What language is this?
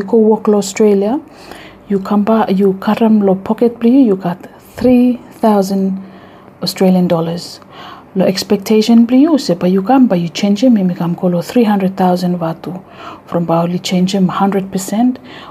Bislama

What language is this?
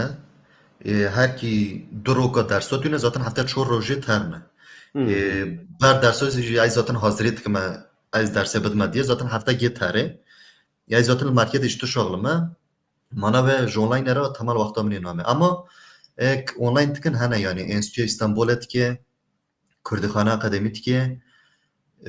Kurdish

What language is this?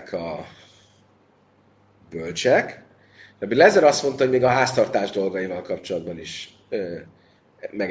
Hungarian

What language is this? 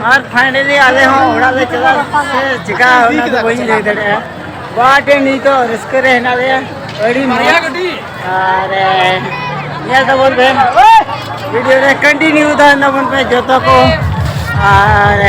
Santali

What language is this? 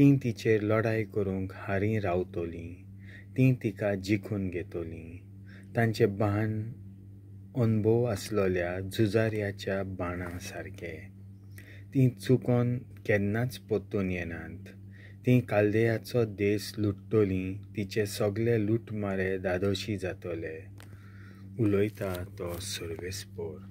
Konkani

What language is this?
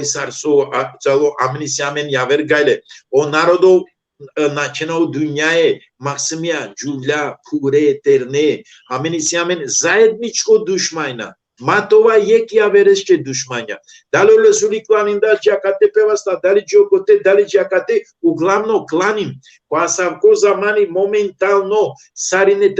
Balkan Romani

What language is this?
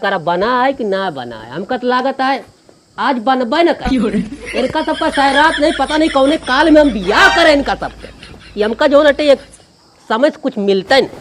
Awadhi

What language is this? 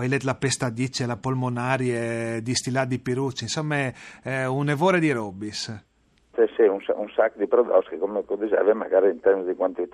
Friulian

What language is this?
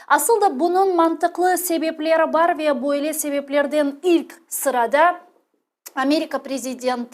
Crimean Tatar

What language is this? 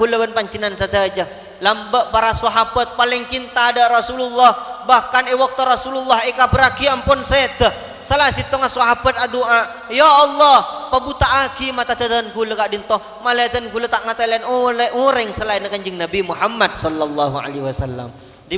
Madurese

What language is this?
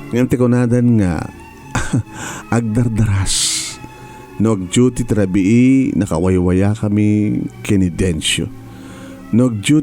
Iloko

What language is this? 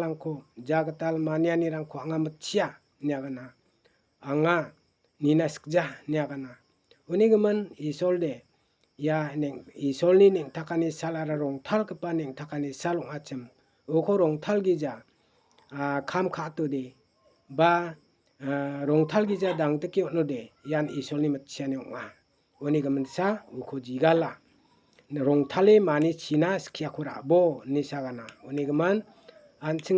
Garo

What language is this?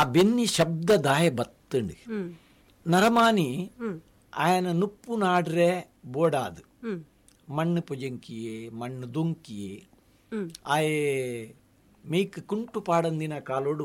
Tulu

